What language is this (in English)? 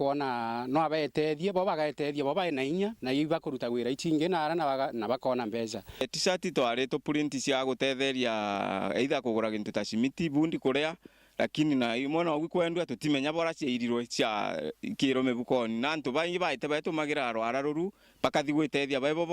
Meru